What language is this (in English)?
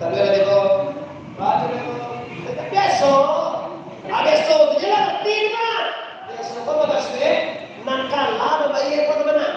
Minangkabau